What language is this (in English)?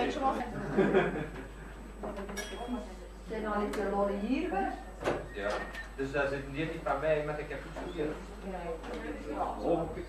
Dutch